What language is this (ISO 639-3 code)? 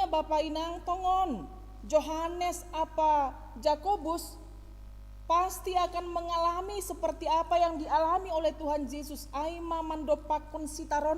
bts